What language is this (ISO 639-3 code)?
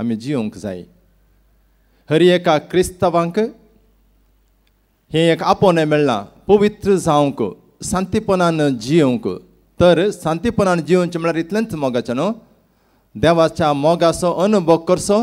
kok